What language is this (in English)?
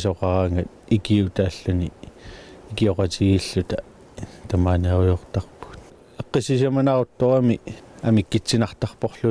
Kalaallisut